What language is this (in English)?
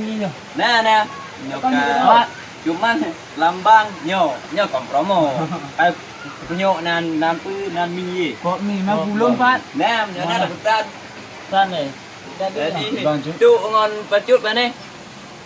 Achinese